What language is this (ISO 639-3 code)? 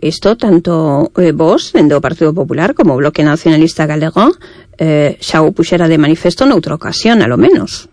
glg